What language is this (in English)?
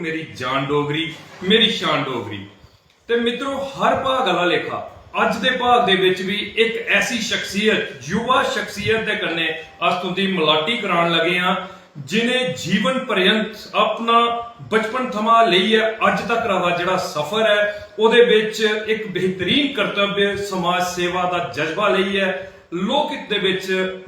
Dogri